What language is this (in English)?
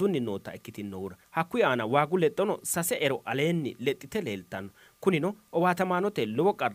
Sidamo